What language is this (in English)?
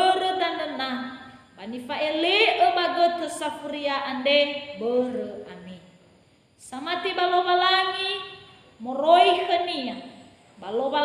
Nias